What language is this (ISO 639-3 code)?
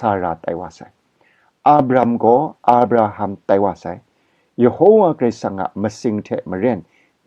kac